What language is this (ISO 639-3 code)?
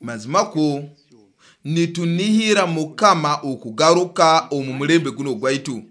nyo